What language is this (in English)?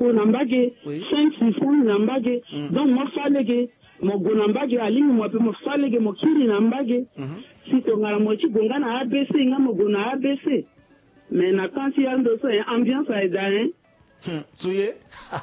Sango